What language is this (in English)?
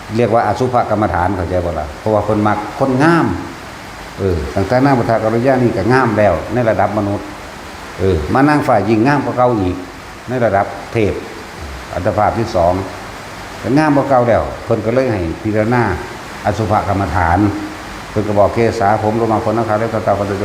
Northeastern Thai